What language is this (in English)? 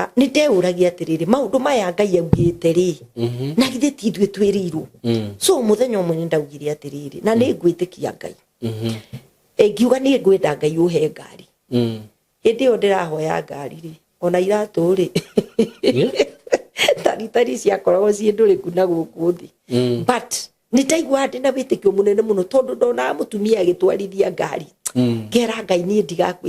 Kikuyu